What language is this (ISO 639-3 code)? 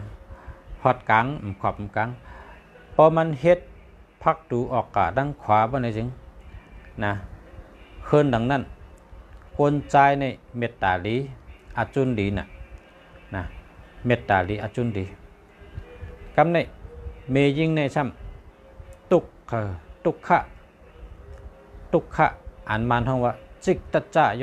shn